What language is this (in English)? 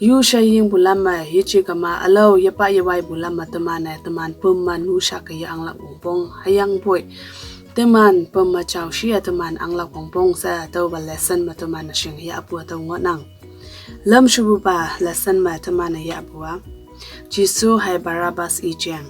Konyak Naga